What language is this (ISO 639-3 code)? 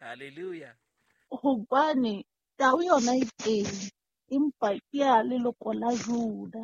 sot